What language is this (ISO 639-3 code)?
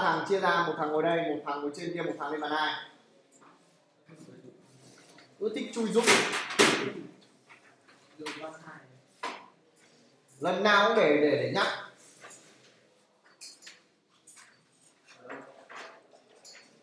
vie